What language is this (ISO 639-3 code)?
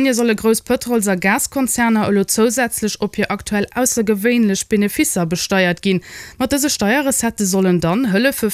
ltz